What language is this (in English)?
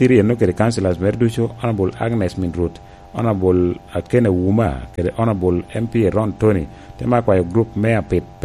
Lango (Uganda)